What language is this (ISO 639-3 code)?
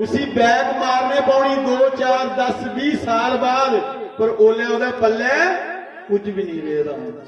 doi